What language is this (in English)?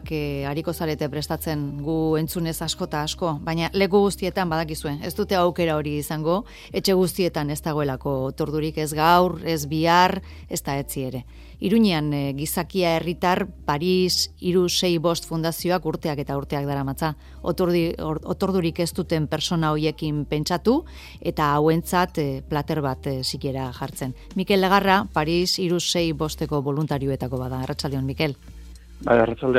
Basque